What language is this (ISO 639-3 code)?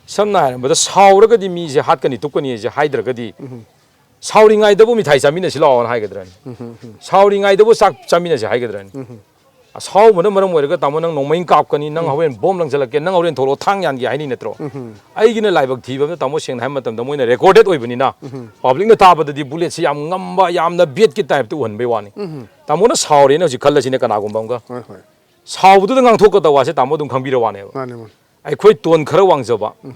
mni